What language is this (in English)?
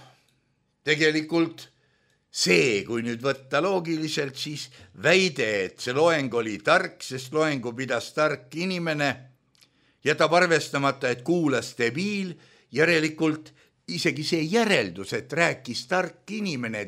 Estonian